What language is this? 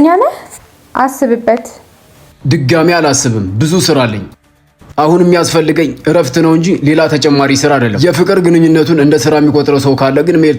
Amharic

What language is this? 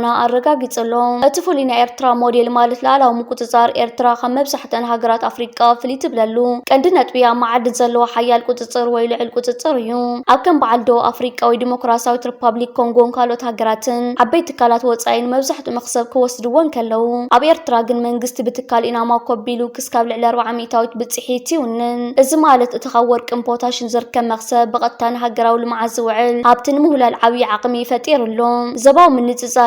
Tigrinya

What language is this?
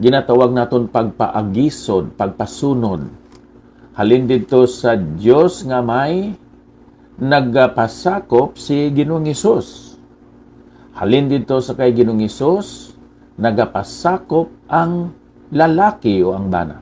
Hiligaynon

